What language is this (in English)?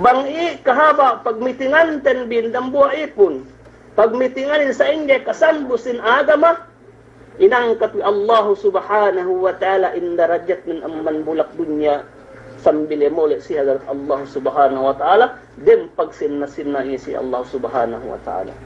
Yakan